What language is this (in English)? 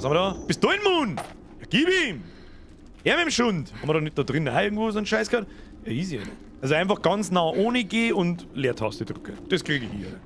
Bavarian